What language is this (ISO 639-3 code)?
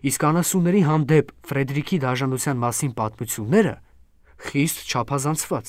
hye